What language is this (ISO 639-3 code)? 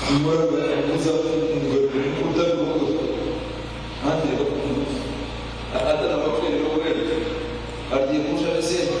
nyn